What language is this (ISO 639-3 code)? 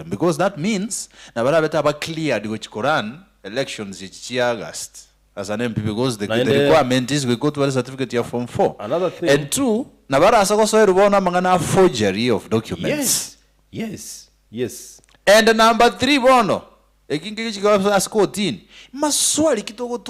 guz